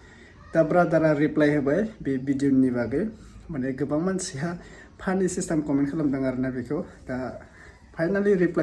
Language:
Bodo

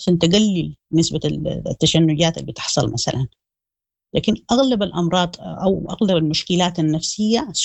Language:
Sudanese Arabic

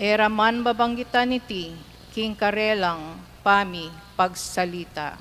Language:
Pampanga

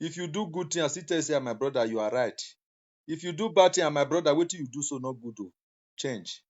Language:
Nigerian Pidgin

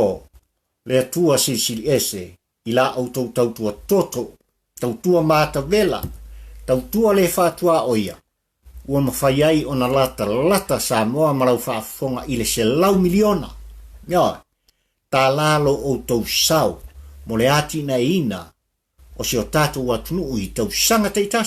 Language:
Samoan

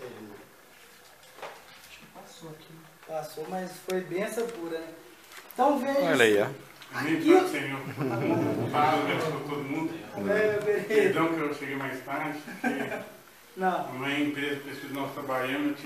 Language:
Portuguese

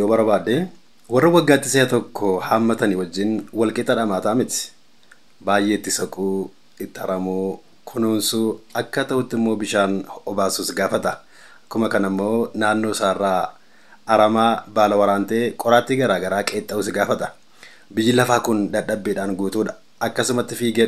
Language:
Oromo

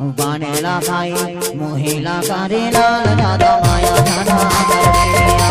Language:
Chhattisgarhi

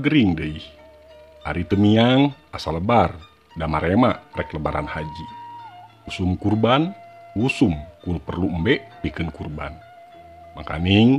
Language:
Sundanese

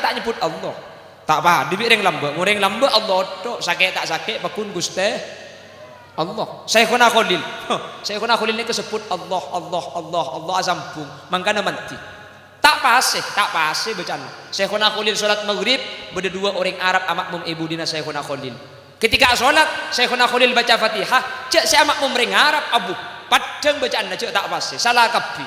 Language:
Madurese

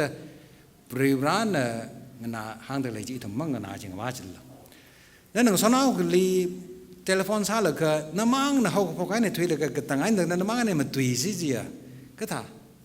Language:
Tangkhul Naga (India)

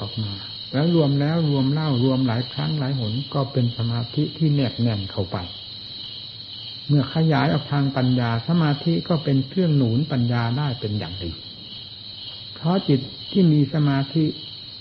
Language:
Thai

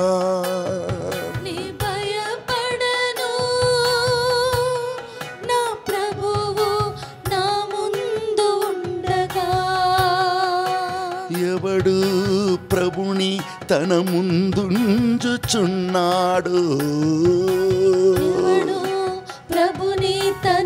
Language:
Telugu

